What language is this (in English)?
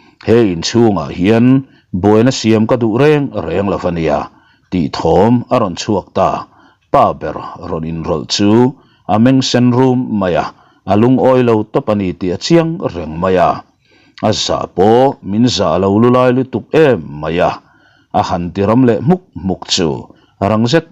Mizo